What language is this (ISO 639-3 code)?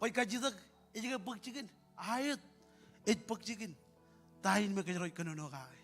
mah